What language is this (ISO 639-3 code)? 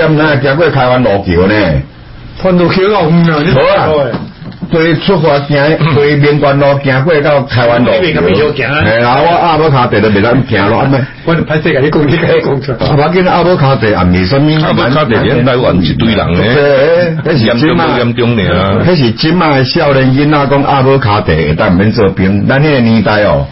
nan